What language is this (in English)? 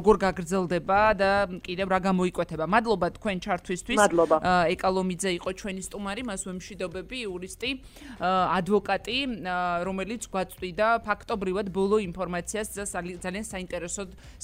Georgian